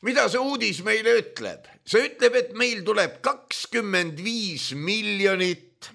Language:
Estonian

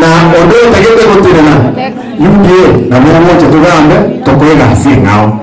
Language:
Gusii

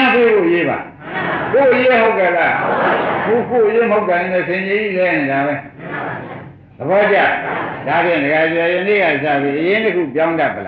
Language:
Burmese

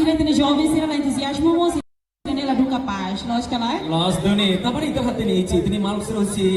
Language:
Tetum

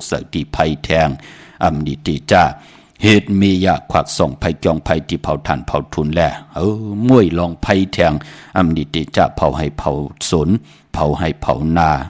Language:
Shan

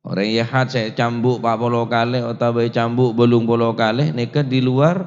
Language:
Madurese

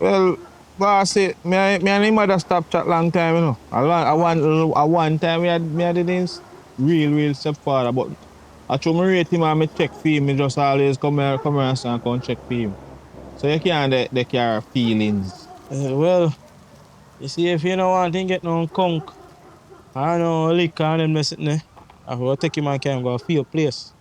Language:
Jamaican Creole English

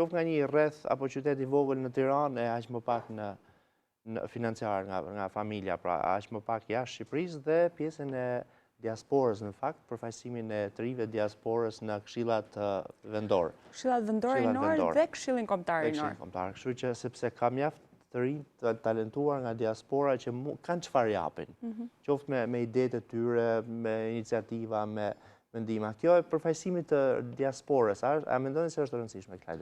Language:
Albanian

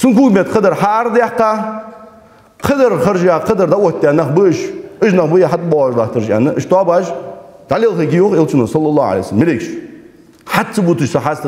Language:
Ingush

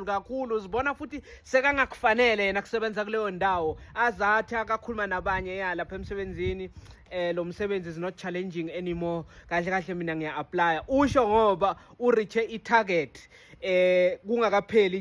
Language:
Zulu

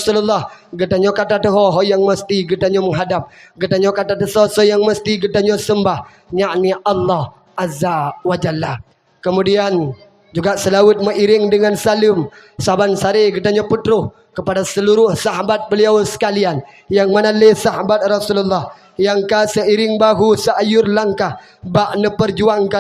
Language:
Achinese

